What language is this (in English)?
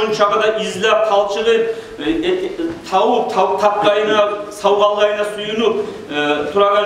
Kumyk